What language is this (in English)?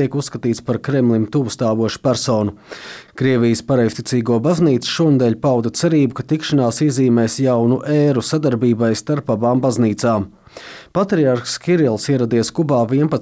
Latvian